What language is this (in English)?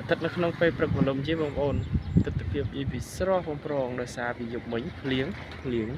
Khmer